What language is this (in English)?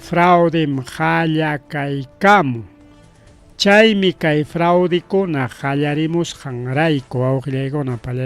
Ayacucho Quechua